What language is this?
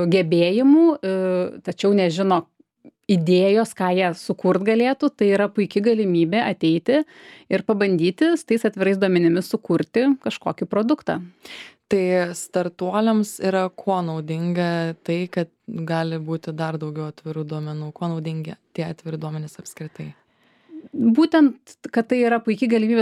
Lithuanian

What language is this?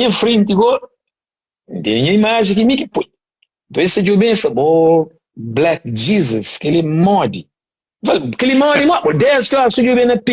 Kabuverdianu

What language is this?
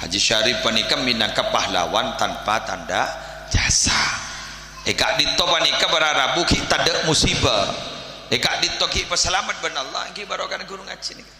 Madurese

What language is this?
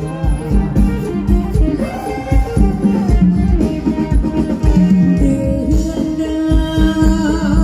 Thai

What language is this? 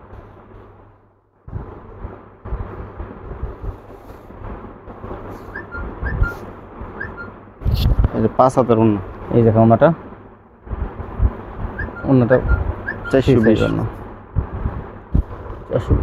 Bangla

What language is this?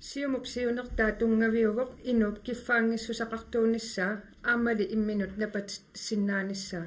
Kalaallisut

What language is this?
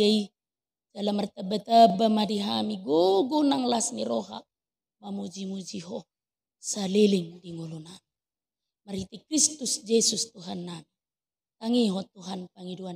Batak Toba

